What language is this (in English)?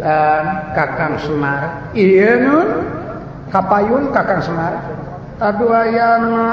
Sundanese